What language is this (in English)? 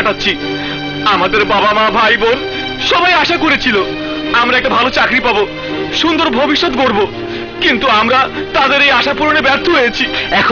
Bangla